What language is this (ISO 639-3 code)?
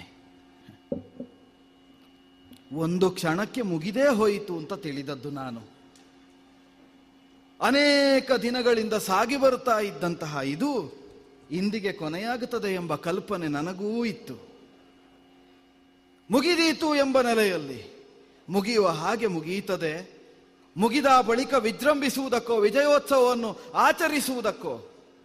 kan